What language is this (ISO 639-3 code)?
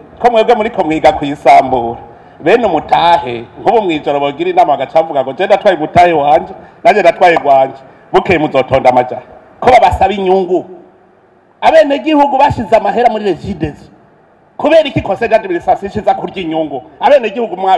run